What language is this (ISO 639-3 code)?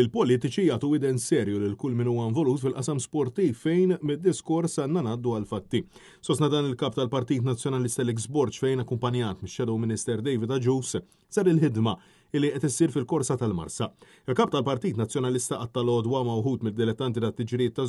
mlt